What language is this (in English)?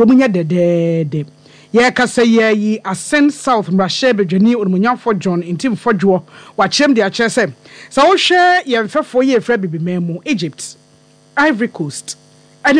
Akan